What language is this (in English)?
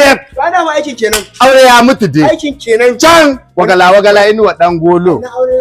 Hausa